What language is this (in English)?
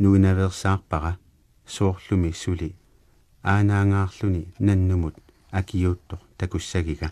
Kalaallisut